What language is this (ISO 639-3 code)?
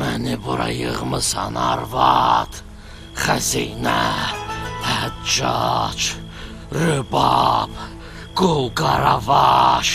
aze